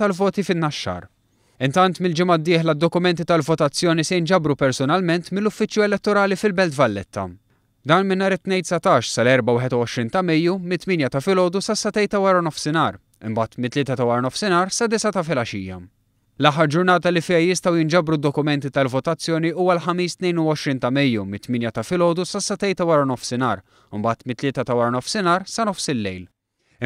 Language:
Maltese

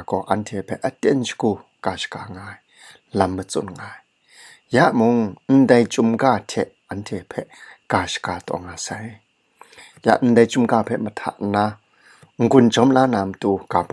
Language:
Kachin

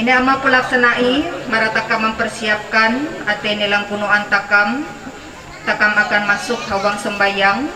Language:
Ma'anyan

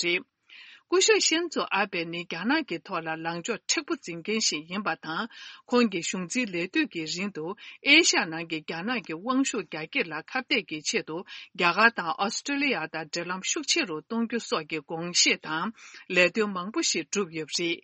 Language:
Tibetan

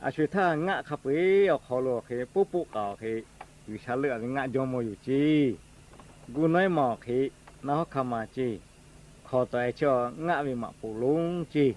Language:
Lahu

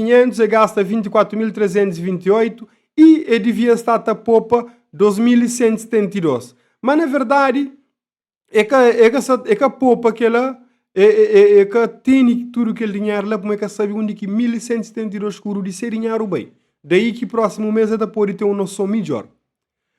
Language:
Kabuverdianu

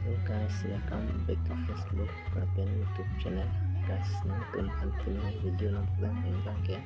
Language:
Karbi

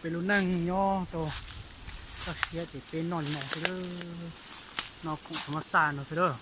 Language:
Hmong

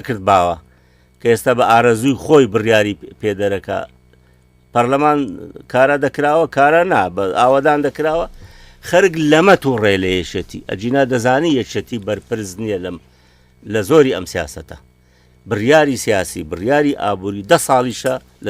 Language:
Central Kurdish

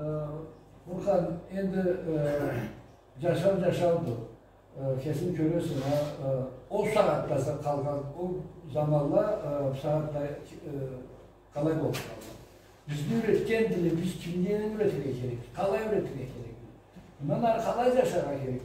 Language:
Karachay-Balkar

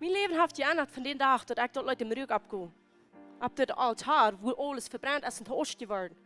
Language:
Plautdietsch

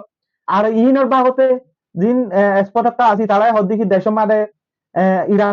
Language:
Rohingya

